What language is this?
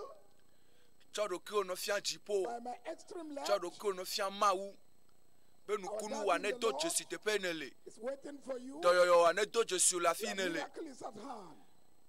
Ewe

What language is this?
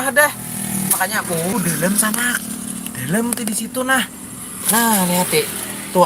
Banjar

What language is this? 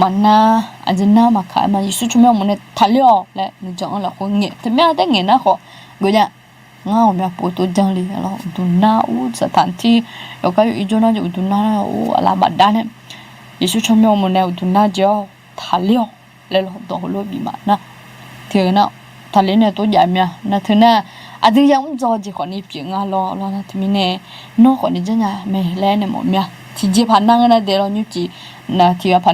Akha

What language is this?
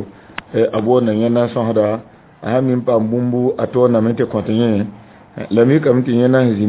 Mossi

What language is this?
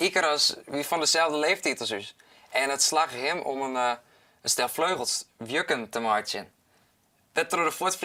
Western Frisian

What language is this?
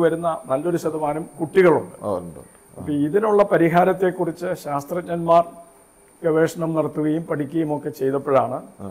Malayalam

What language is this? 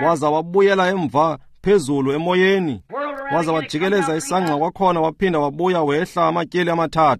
Xhosa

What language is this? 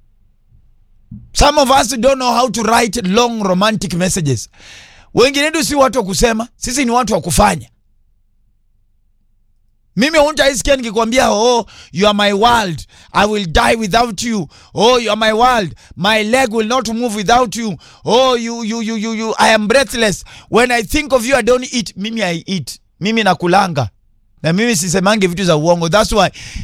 Swahili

